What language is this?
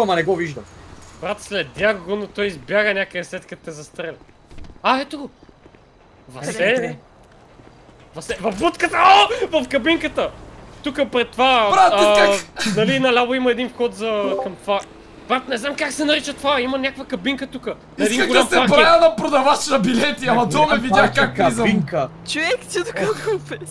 Bulgarian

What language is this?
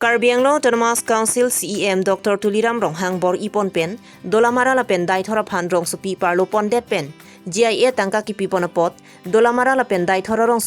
Karbi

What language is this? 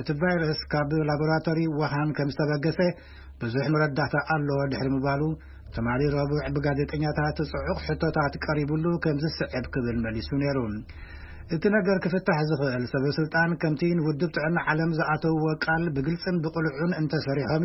Tigrinya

